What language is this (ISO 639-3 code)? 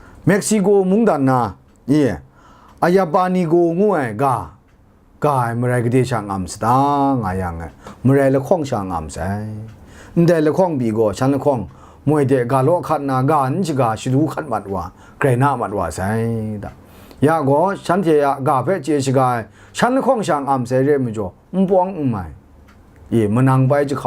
kac